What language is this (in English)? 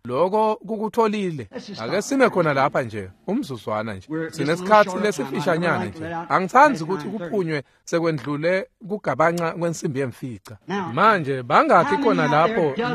Swati